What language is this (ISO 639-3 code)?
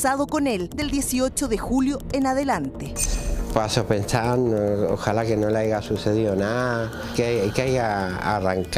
spa